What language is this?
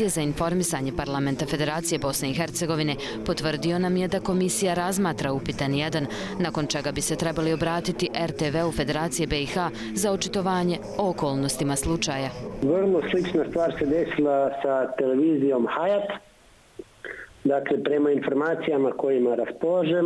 Bosnian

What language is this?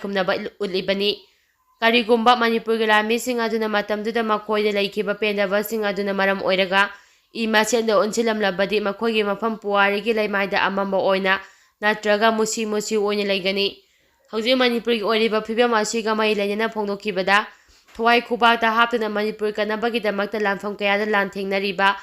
Manipuri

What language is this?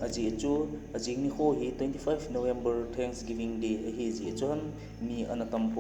Thado Chin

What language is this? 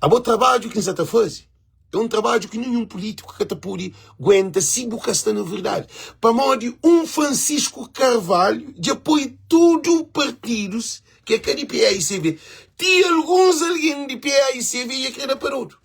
Kabuverdianu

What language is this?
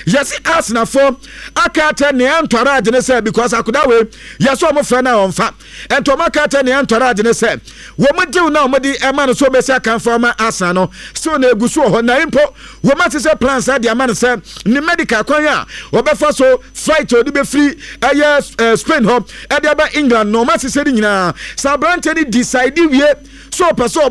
Akan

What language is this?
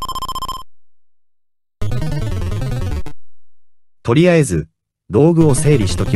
Japanese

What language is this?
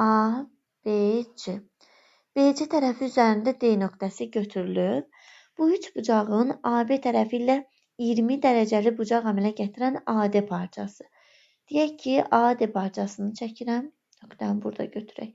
Azerbaijani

